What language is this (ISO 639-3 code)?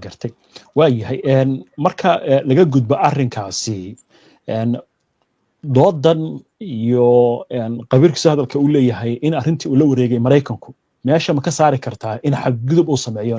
som